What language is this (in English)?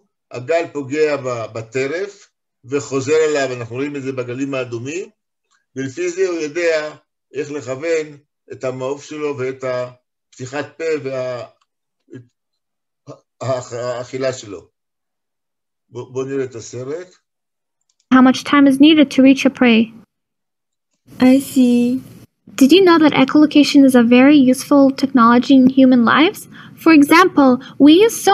Hebrew